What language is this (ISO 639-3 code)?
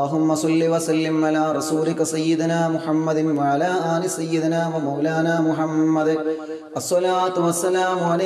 mal